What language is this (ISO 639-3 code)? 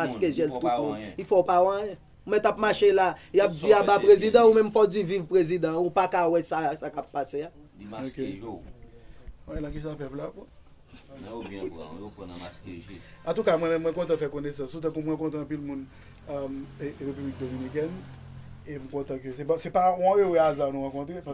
hat